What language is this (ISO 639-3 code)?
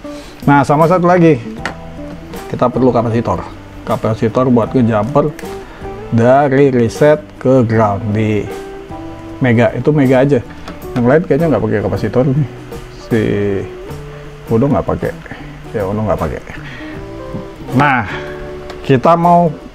ind